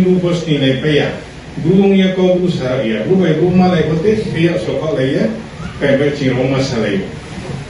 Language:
Riang (India)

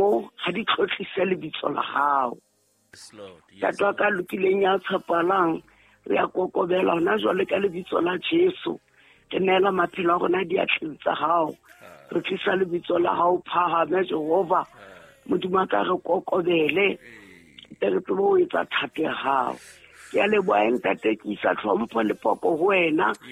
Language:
Southern Sotho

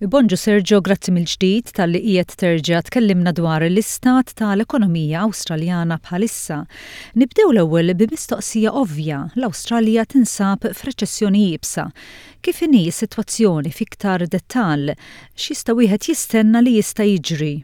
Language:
Maltese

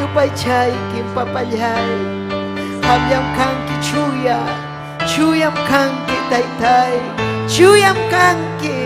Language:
Ayacucho Quechua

